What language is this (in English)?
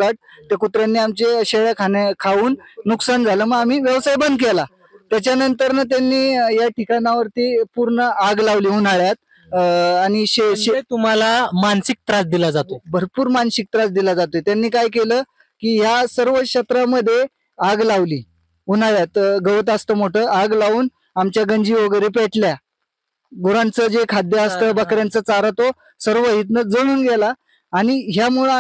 Marathi